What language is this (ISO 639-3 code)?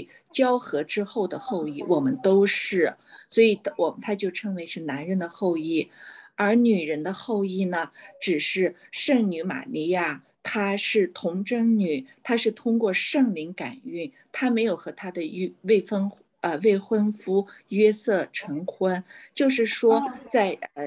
zho